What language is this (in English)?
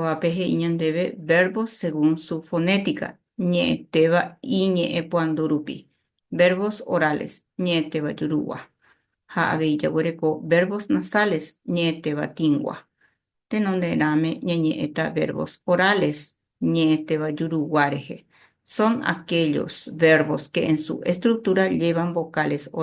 Guarani